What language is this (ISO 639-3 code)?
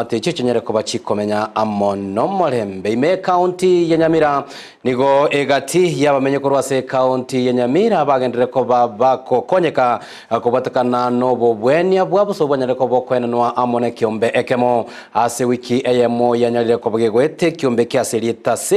guz